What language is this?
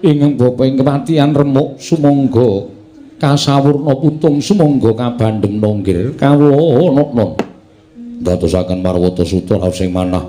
Javanese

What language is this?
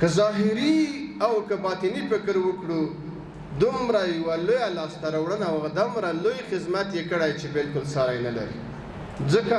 Pashto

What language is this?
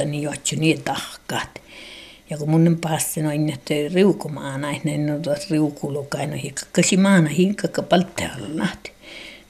Finnish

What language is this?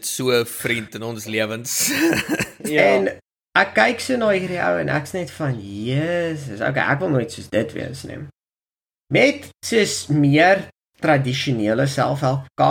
Afrikaans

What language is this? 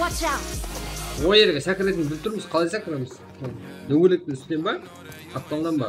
Kara-Kalpak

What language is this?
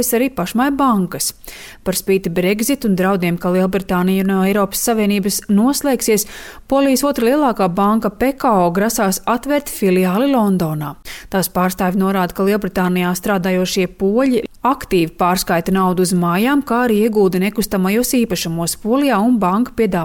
Latvian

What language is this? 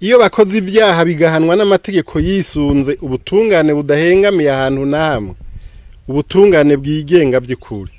Rundi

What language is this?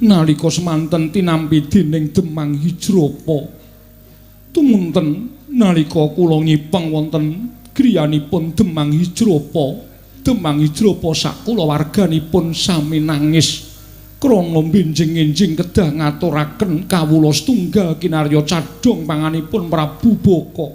Javanese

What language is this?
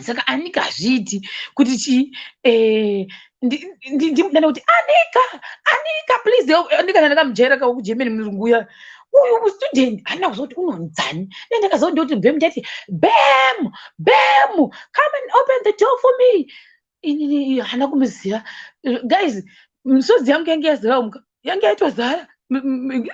Shona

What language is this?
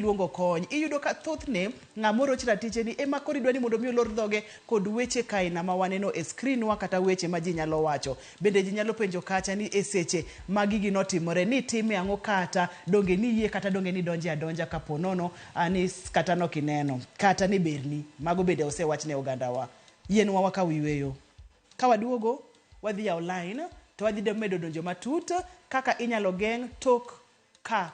Luo (Kenya and Tanzania)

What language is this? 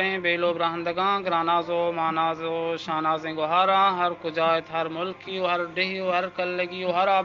Eastern Balochi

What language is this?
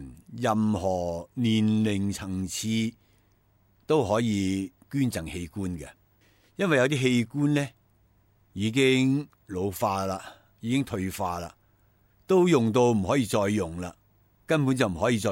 Cantonese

